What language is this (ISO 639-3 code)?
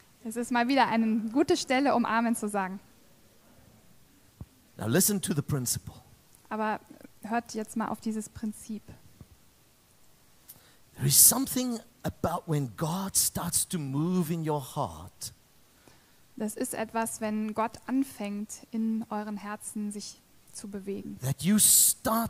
deu